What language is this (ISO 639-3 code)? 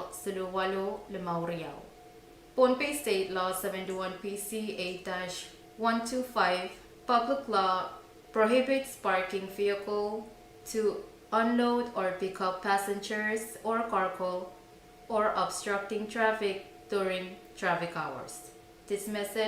pon